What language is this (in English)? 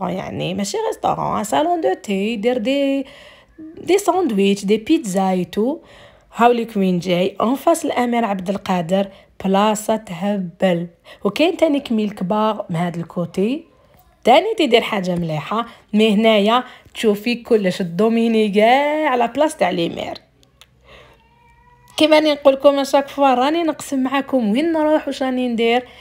Algerian Arabic